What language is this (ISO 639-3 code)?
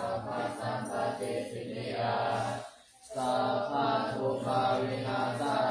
pli